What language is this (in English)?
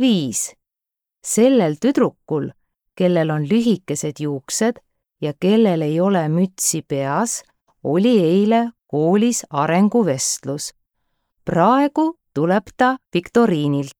Estonian